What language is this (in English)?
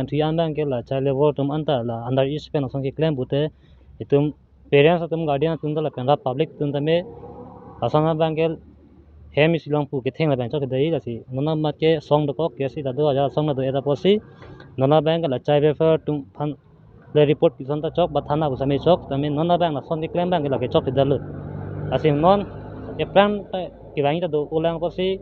Karbi